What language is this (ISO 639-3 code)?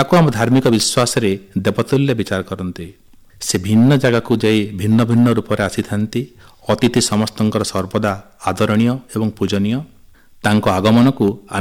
ori